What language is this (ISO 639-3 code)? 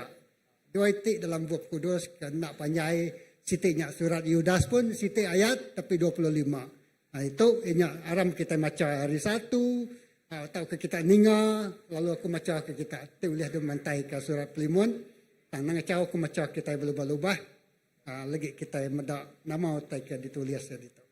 iba